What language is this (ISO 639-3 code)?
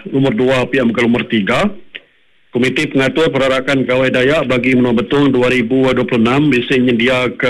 iba